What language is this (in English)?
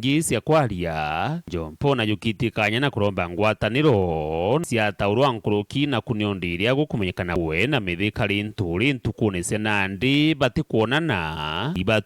Meru